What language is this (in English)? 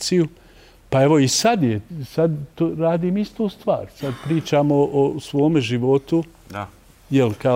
Bosnian